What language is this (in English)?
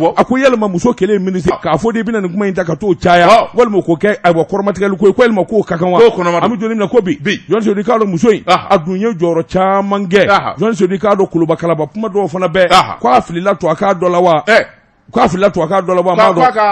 Bambara